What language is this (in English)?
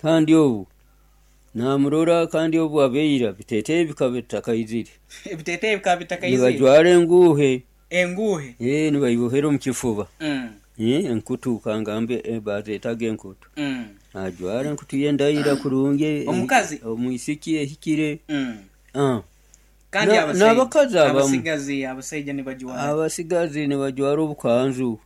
Nyoro